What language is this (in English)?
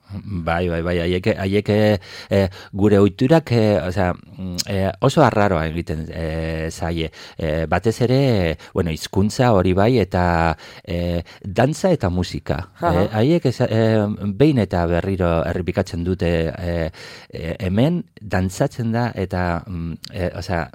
Basque